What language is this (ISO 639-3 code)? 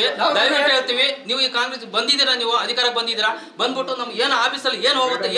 kan